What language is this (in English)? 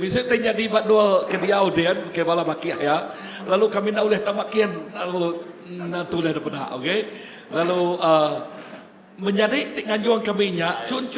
Iban